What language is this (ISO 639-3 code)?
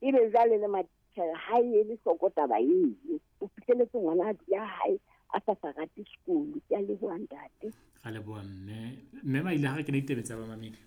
sot